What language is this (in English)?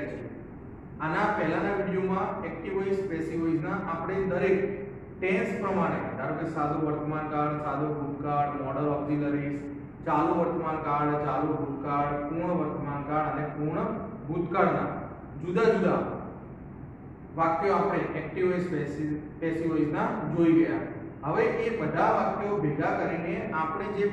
Gujarati